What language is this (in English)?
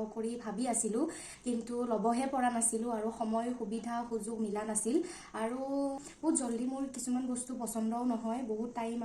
Assamese